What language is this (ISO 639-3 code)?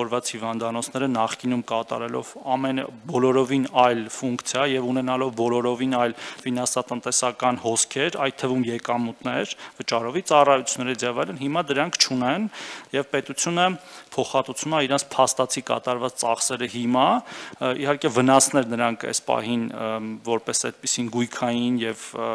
hye